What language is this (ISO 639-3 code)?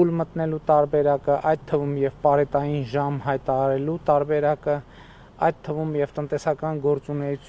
hye